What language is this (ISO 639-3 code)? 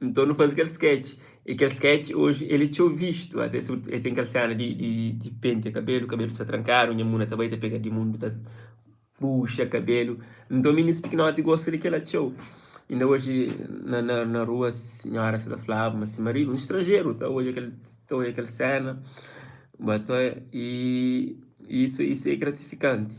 kea